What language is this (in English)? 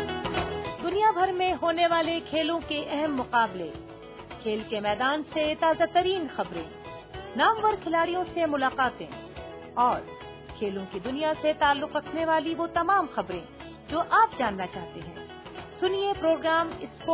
Urdu